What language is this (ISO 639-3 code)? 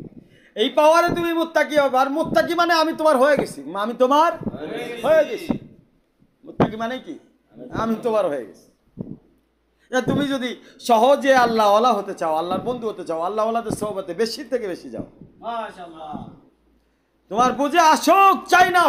ben